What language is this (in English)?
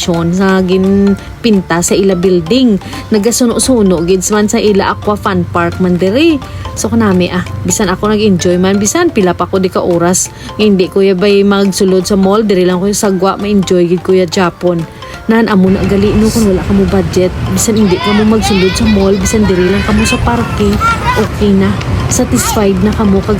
Hiligaynon